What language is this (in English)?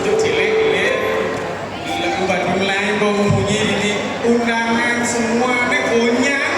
Balinese